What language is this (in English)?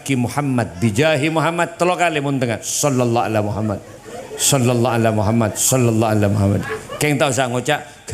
Madurese